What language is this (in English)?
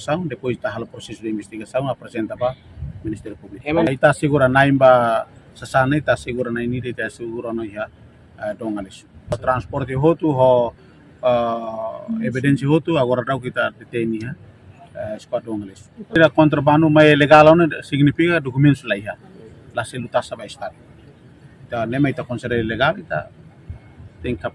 Tetum